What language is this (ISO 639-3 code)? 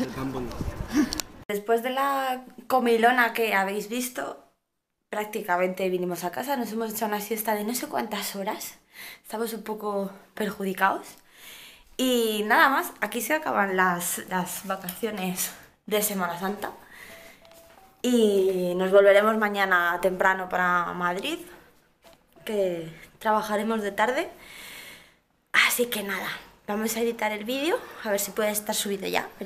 spa